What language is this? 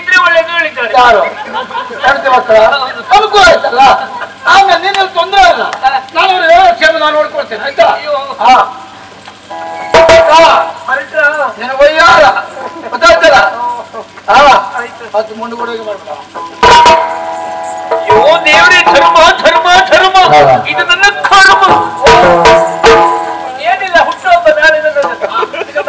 Kannada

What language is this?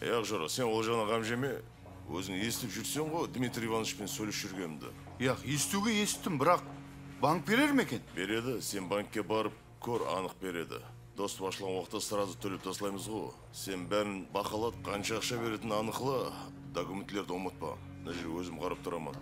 Kara-Kalpak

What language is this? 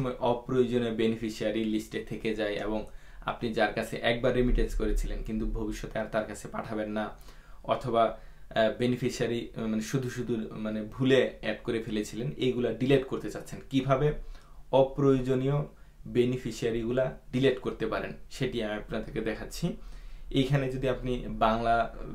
Bangla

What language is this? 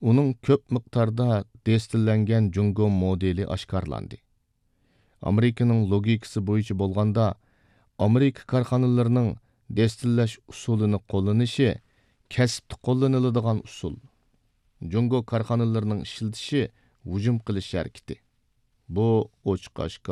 Uyghur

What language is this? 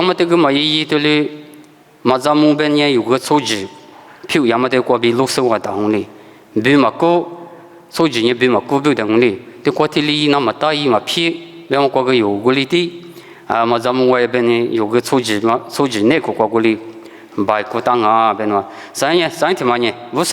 Lisu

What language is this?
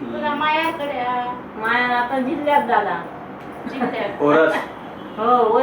Konkani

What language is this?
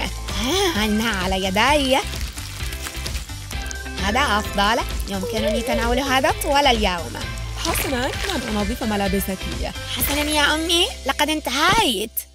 Arabic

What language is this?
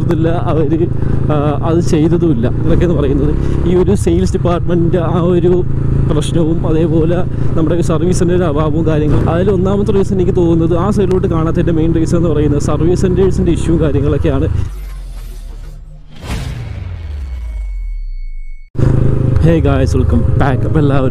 Malayalam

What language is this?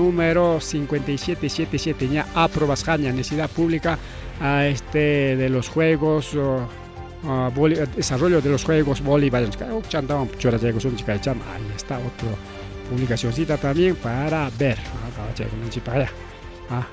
Ayacucho Quechua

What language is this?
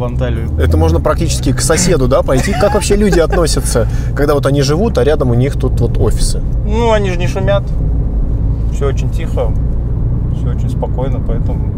Russian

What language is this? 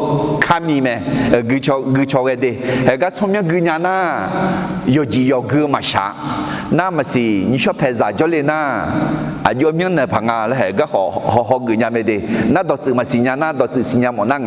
Akha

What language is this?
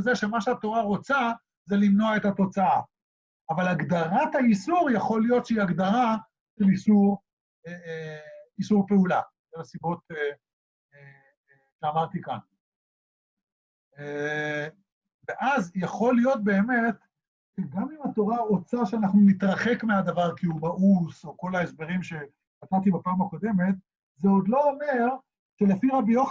Hebrew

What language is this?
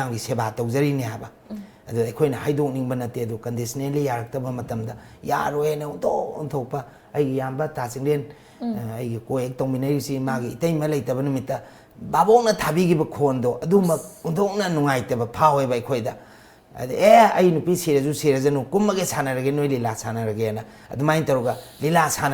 Manipuri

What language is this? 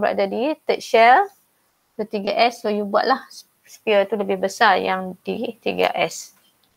Malay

